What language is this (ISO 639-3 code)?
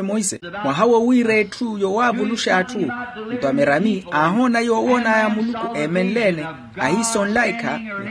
vmw